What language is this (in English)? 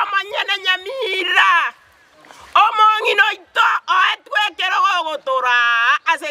Gusii